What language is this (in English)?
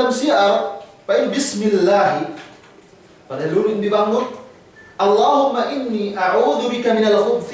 Yakan